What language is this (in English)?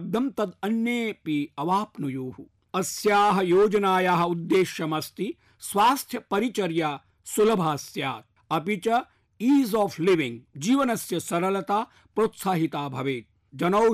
Sanskrit